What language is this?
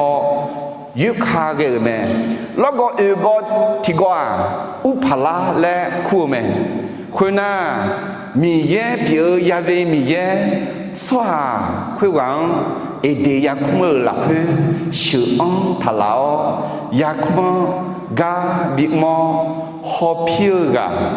Akha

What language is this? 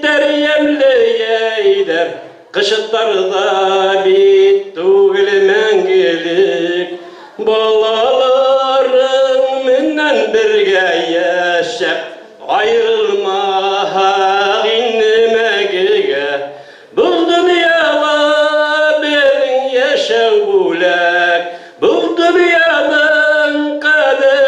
Bashkir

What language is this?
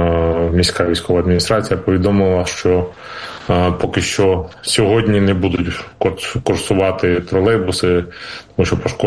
Ukrainian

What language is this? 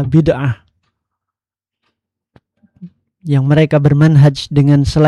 Indonesian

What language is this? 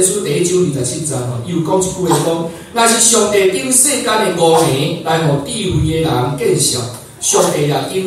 Min Nan Chinese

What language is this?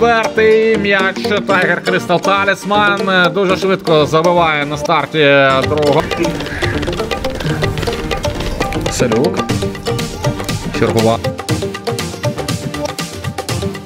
Ukrainian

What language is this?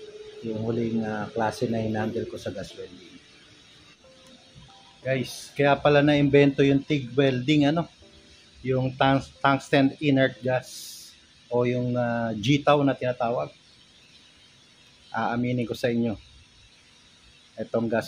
Filipino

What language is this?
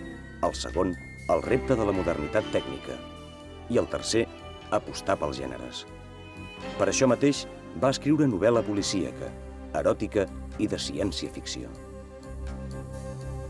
Catalan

